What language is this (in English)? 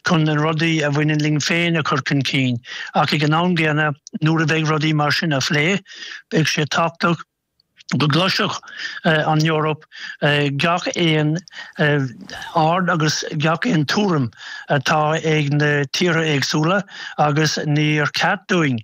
Irish